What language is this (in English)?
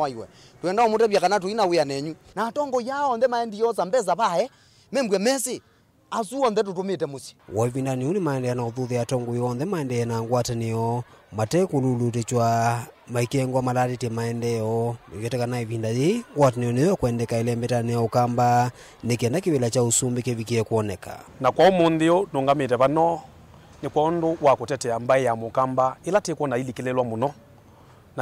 Kamba